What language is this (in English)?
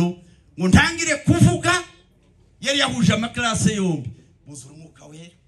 Kinyarwanda